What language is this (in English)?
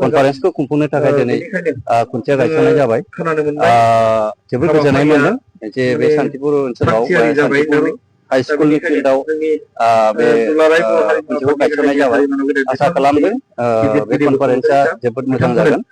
Bodo